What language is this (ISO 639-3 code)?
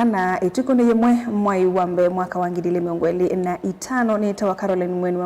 kam